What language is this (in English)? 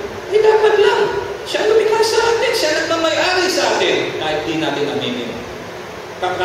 Filipino